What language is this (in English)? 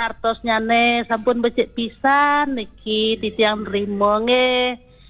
Balinese